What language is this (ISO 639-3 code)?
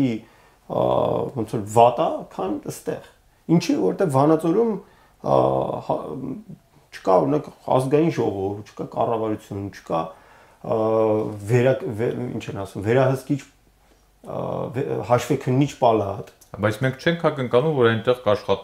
hye